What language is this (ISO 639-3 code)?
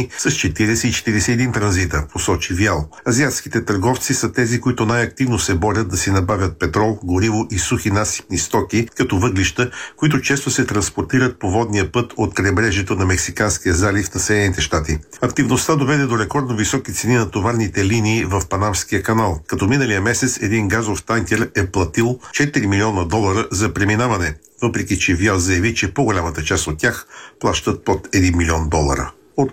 bul